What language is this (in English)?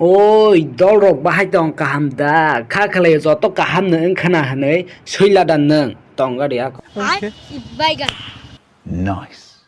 Kok Borok